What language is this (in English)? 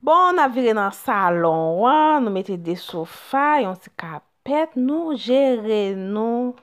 Haitian Creole